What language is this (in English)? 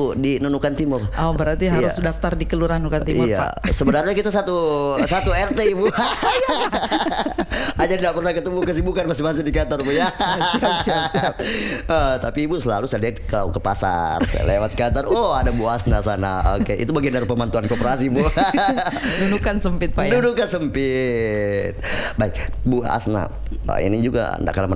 Indonesian